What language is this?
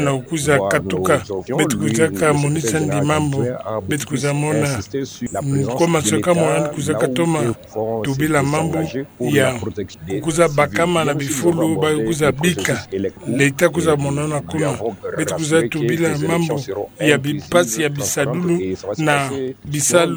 Kituba (Democratic Republic of Congo)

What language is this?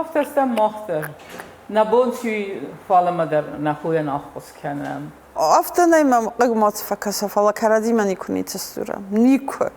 Ossetic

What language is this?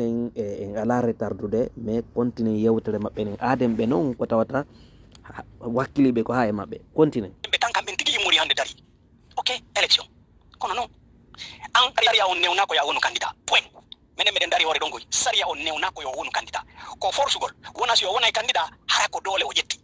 Fula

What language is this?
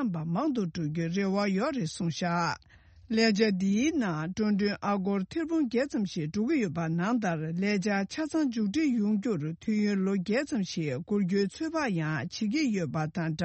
Tibetan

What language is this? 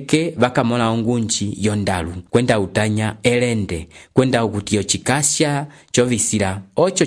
Umbundu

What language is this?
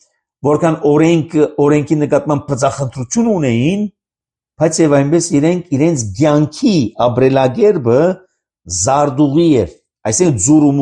Armenian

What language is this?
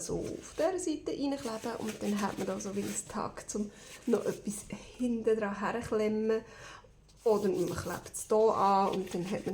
Swiss German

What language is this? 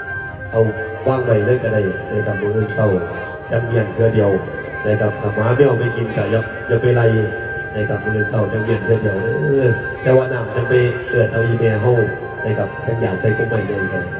Northeastern Thai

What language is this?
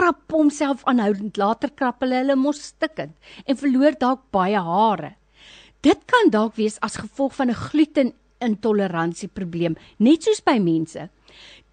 Afrikaans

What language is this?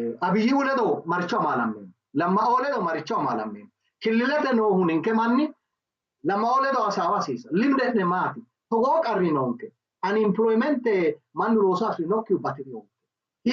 Sidamo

